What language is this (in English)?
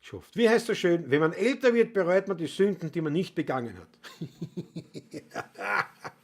Bavarian